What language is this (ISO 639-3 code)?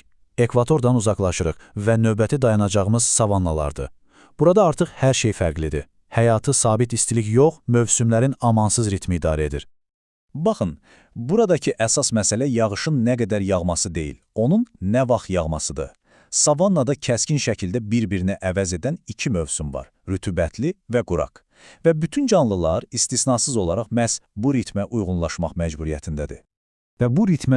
aze